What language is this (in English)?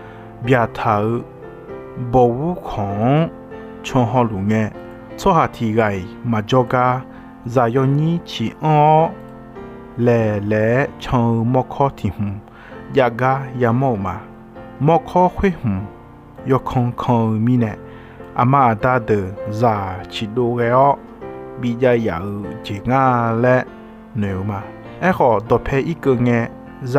Akha